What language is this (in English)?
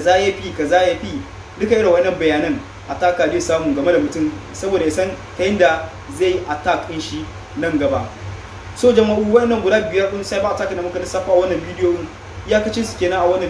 Hausa